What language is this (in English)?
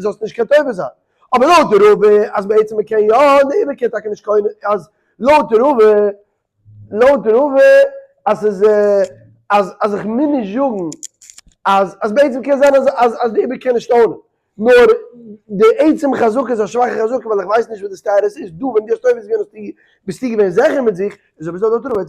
Yiddish